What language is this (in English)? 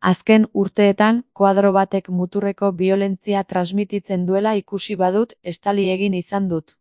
Basque